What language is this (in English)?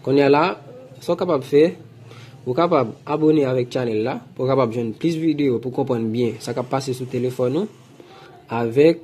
Haitian Creole